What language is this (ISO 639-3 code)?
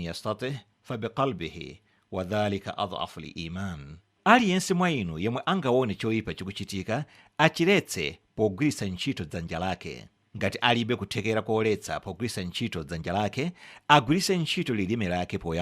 nya